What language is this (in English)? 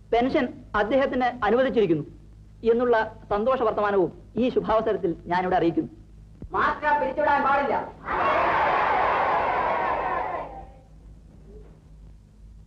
Malayalam